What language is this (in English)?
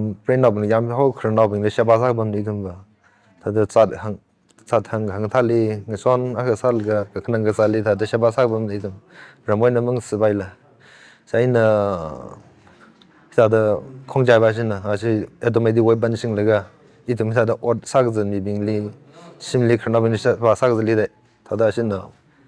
Tangkhul Naga (India)